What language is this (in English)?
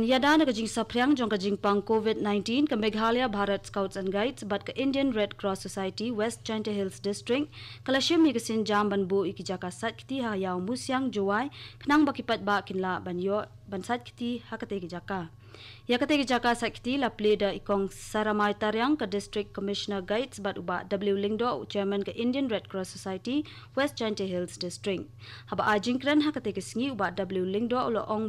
Khasi